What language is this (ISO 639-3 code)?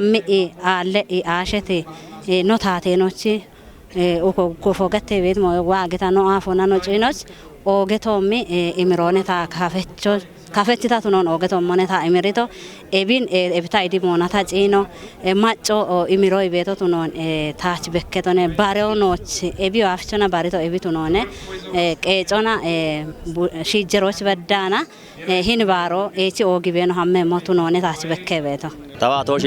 kbr